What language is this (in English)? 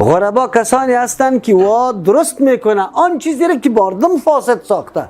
Persian